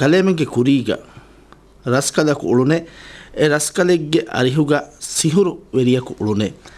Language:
Divehi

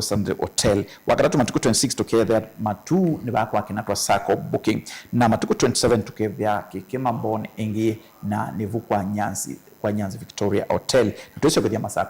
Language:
Kamba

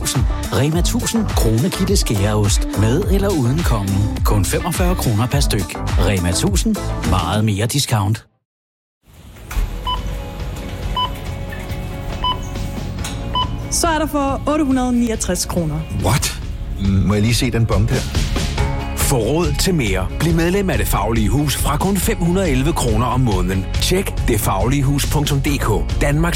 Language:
Danish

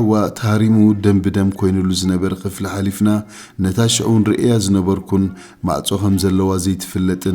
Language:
Tigrinya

